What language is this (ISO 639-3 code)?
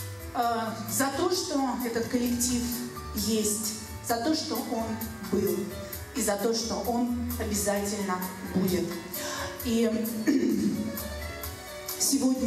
rus